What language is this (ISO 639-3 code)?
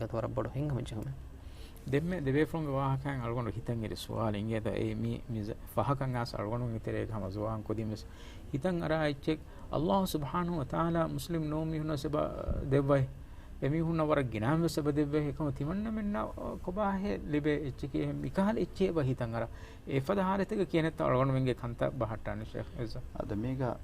div